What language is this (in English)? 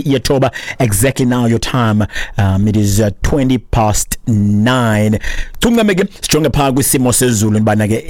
Xhosa